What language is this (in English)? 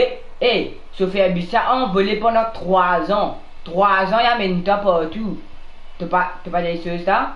Morisyen